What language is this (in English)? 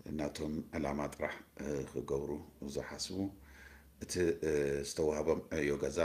Tigrinya